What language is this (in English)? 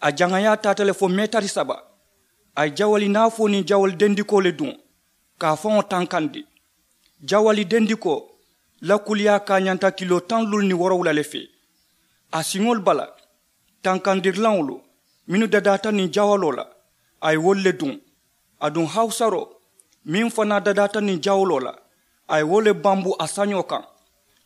Mandingo